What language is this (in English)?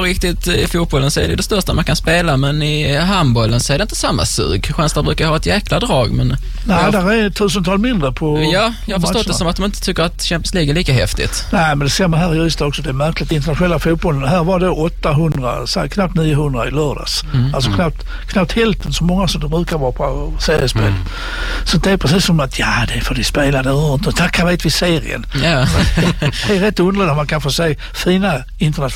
Swedish